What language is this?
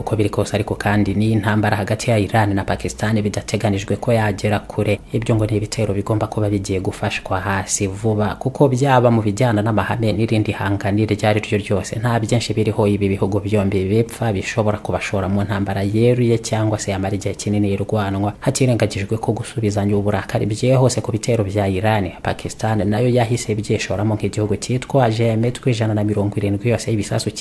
Kinyarwanda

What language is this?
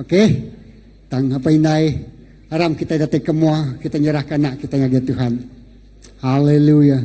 Iban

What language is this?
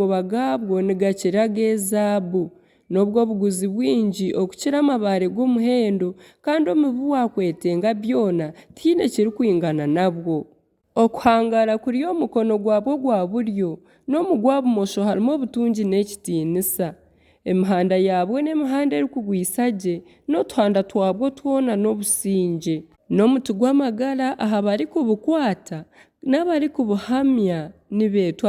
Nyankole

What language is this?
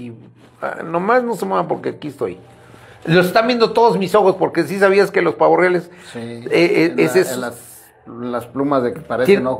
Spanish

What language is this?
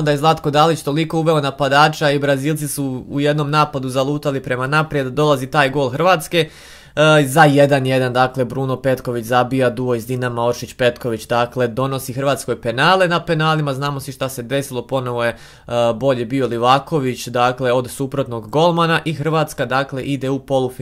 Croatian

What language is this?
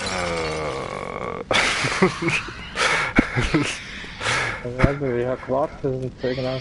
Swiss German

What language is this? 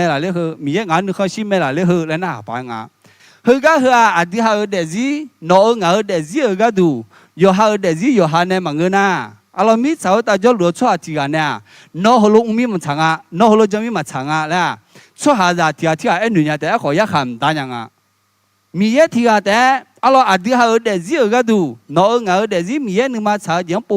Akha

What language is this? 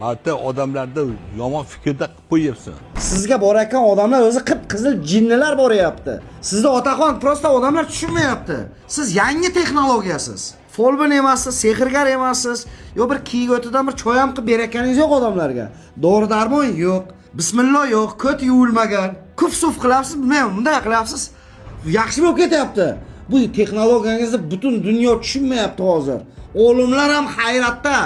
Uzbek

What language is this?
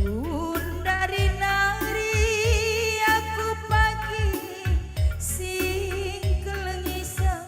Batak Karo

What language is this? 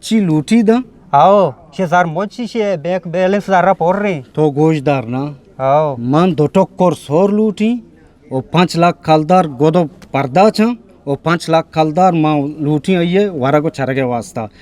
Eastern Balochi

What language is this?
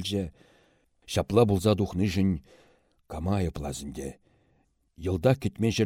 Chuvash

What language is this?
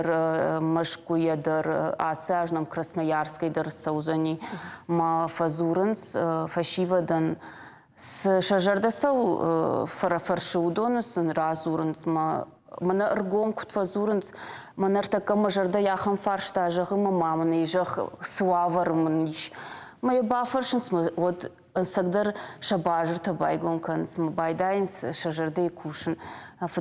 Ossetic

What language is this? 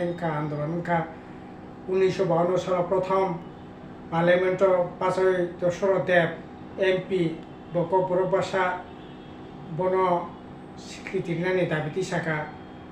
Kok Borok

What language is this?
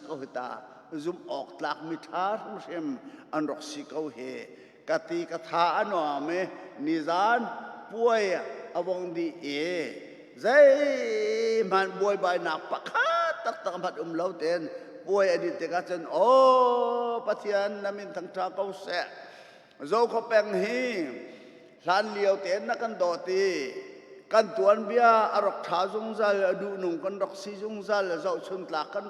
Hakha Chin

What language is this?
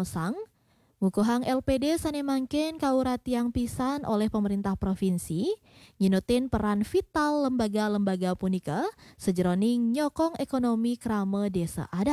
Balinese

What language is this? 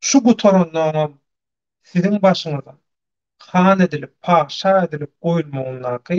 Turkmen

